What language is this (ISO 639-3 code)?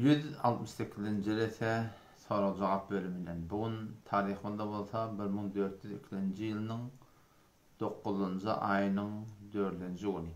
tuk